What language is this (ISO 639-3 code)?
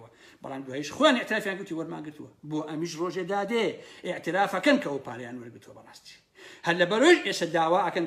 ckb